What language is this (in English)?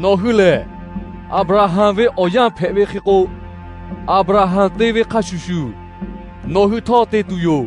Lahu